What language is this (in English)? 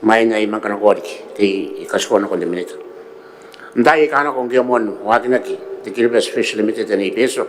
Gilbertese